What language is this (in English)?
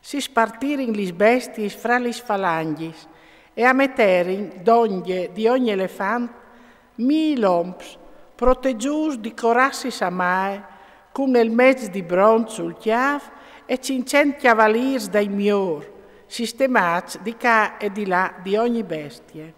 Friulian